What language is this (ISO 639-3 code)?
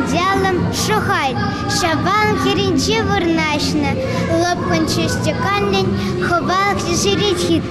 chv